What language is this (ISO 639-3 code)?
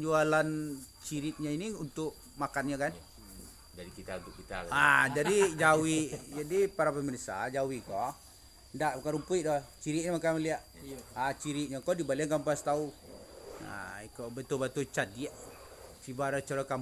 min